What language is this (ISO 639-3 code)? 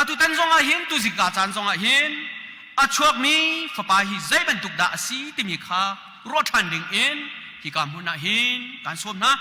cnh